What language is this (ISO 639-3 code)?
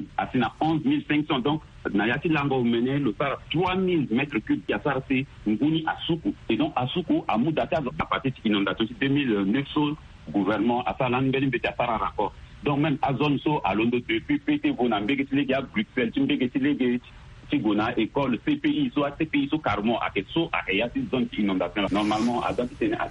sag